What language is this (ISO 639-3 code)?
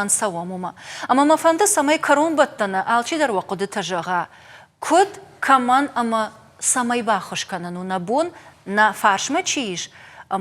oss